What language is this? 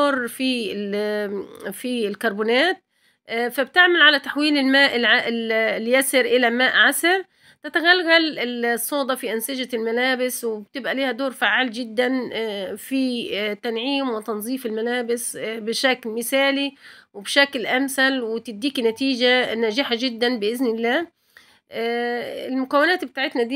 Egyptian Arabic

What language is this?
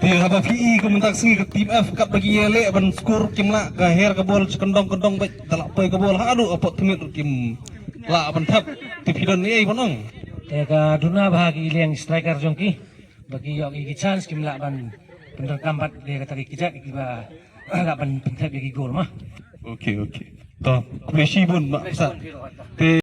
Khasi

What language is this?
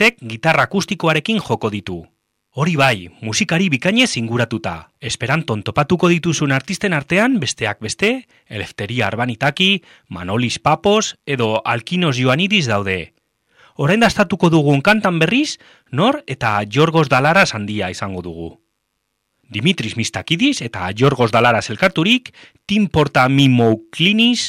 Basque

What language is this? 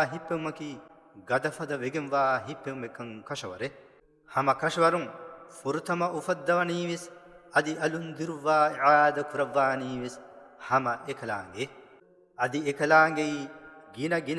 Divehi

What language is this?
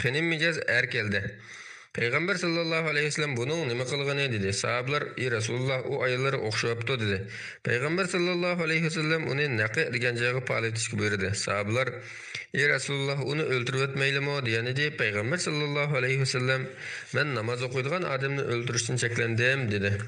Uyghur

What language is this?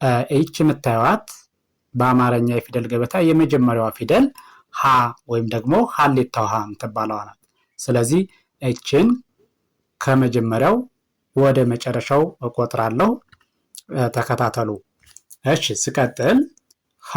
Amharic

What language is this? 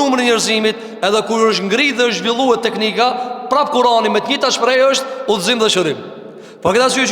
Albanian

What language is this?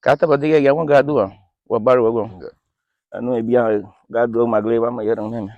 Garifuna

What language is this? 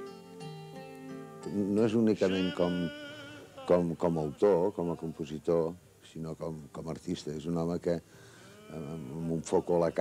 Catalan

